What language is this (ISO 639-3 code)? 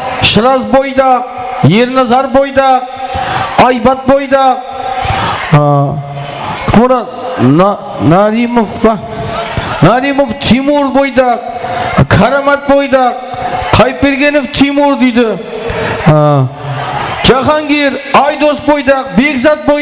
kaa